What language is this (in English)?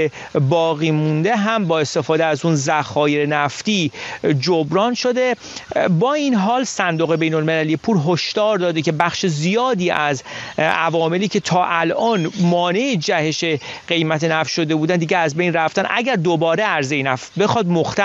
Persian